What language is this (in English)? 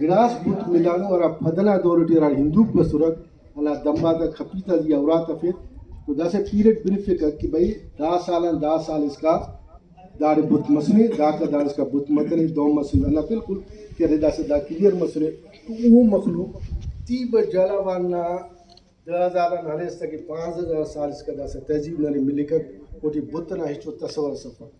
Brahui